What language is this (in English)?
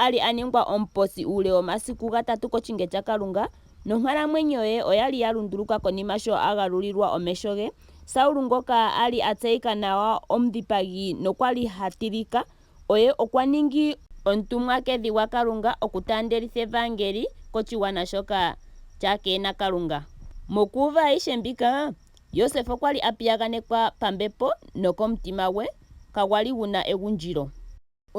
Ndonga